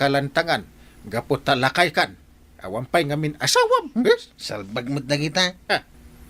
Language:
Iloko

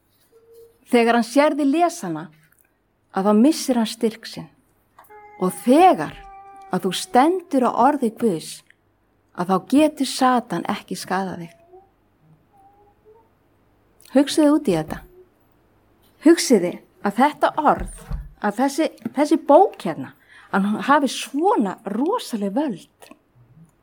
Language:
Icelandic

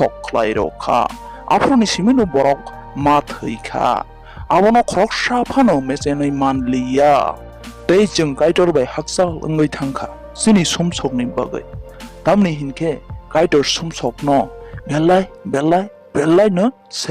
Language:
Kok Borok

